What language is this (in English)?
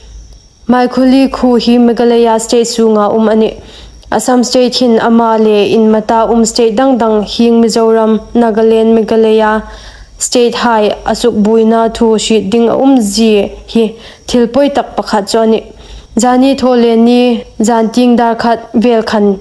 Hmar